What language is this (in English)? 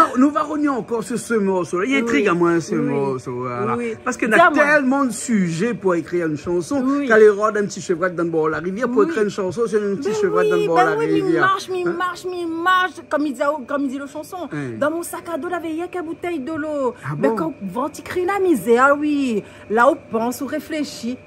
Réunion Creole French